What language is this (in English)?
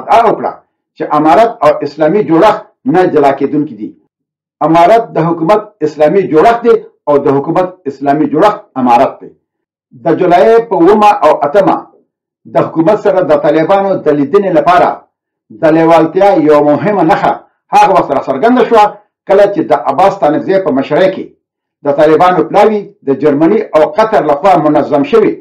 Pashto